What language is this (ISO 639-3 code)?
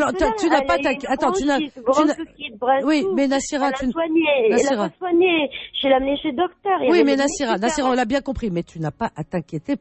fra